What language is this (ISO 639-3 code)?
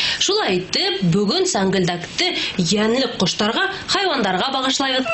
bak